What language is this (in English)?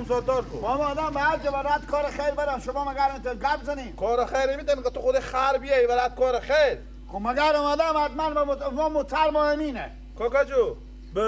Persian